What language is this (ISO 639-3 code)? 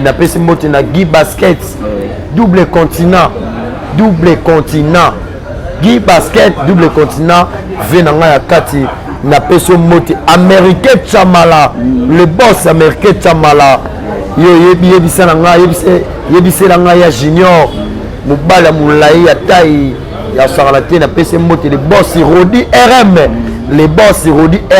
lin